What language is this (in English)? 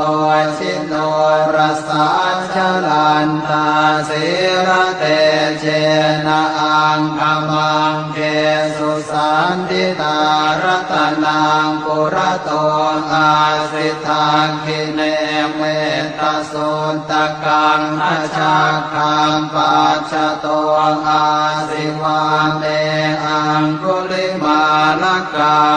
Pali